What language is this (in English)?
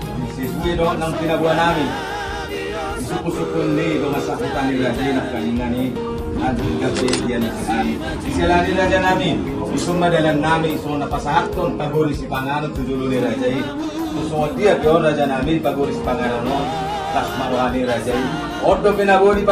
Batak Toba